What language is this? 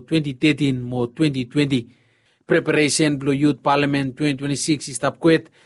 Bislama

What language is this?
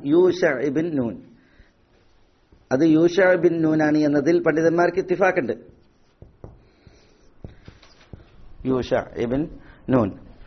Malayalam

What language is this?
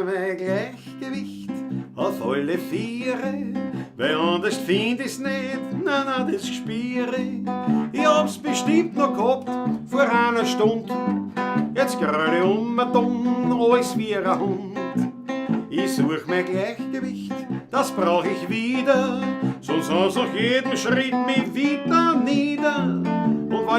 Bavarian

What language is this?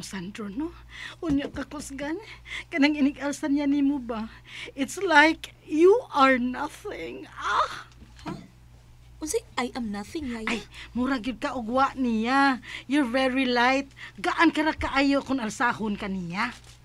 Cebuano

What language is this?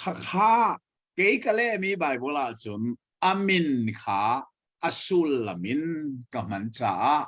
Hakha Chin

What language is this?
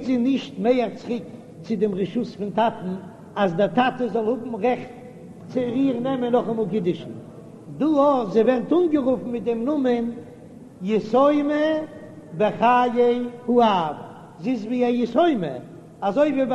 Yiddish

